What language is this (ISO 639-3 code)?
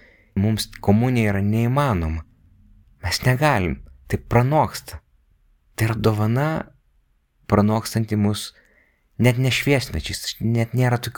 lit